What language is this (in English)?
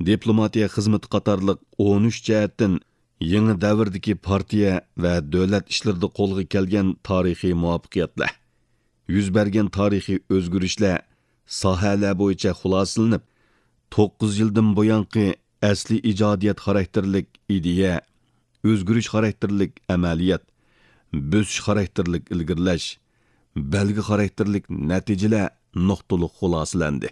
Uyghur